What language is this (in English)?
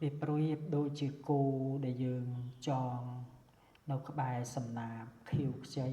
Khmer